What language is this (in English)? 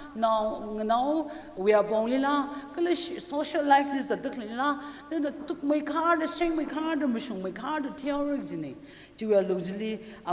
Tangkhul Naga (India)